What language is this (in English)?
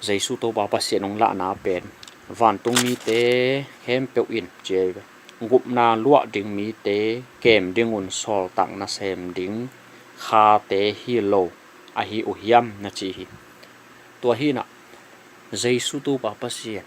Tedim Chin